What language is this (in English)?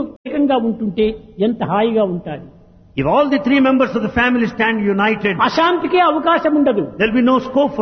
Telugu